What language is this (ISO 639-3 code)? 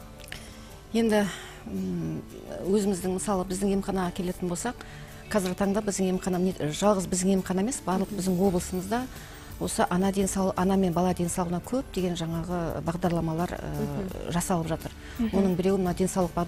kaz